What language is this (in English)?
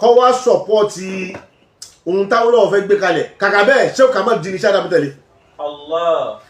Yoruba